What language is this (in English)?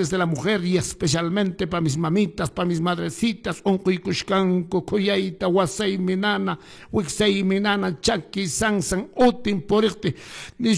Quechua